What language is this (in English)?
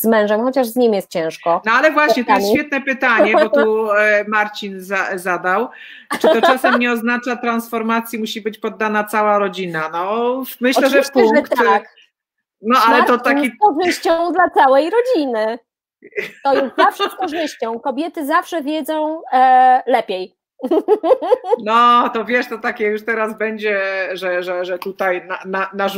Polish